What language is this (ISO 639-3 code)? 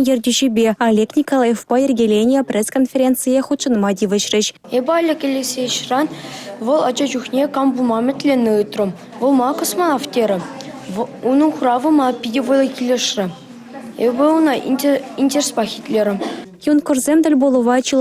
chv